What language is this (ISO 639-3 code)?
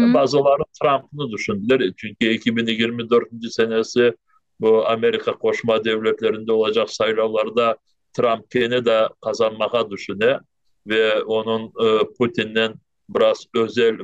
crh